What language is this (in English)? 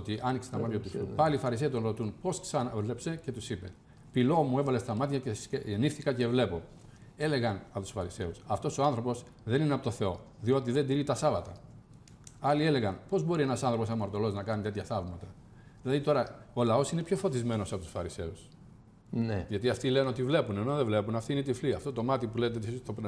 Greek